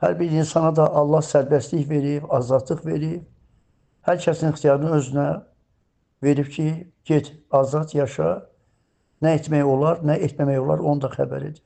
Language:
Azerbaijani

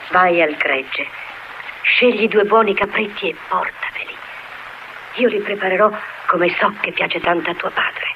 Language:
Italian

